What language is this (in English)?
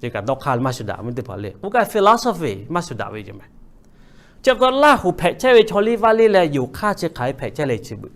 Lahu